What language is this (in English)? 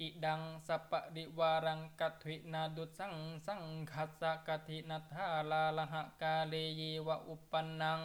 Sanskrit